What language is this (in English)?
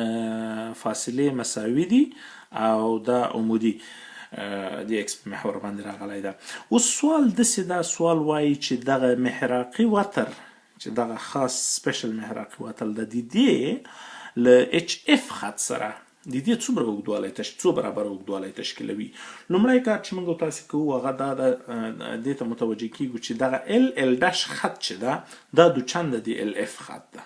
Pashto